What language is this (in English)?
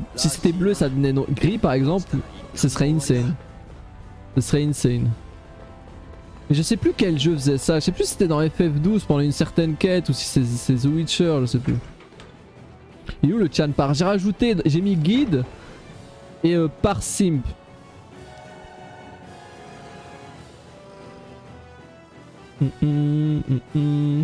French